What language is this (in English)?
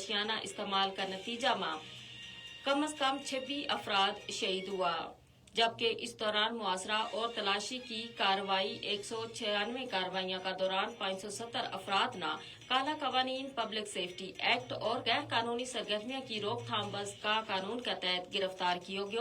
Gujari